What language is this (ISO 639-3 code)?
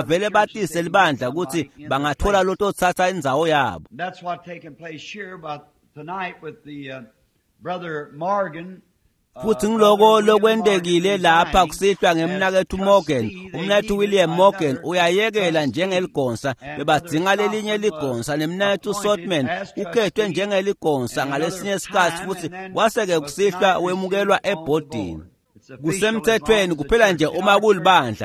ssw